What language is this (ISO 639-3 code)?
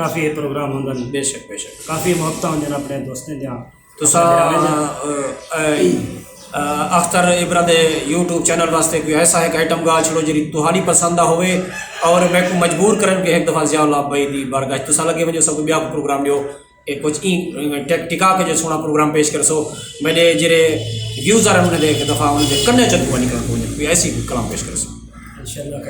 skr